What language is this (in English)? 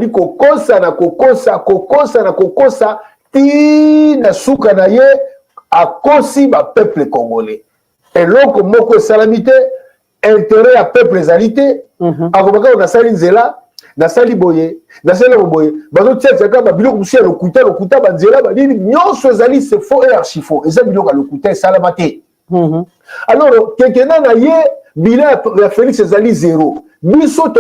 Lingala